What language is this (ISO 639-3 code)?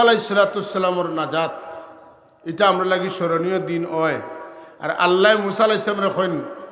syl